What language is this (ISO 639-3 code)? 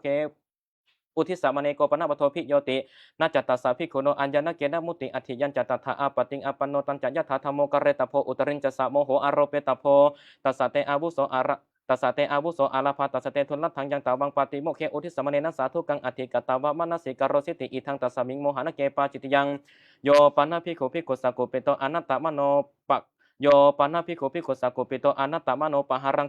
pli